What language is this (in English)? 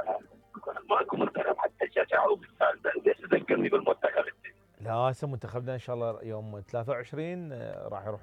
Mesopotamian Arabic